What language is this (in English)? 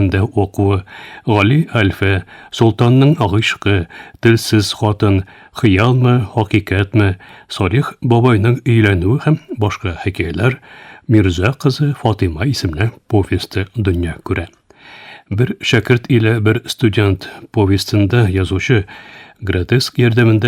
Tatar